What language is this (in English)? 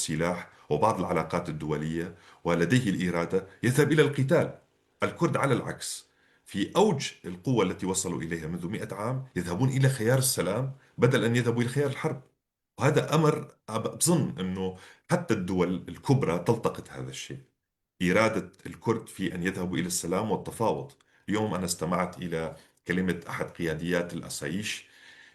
North Levantine Arabic